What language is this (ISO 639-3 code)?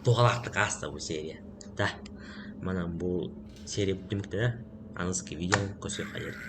sah